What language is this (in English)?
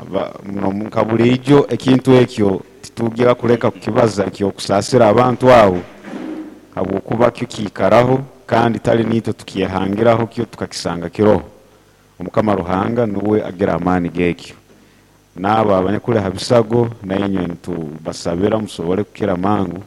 Nyoro